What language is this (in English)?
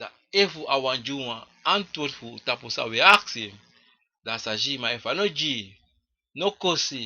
Sranan Tongo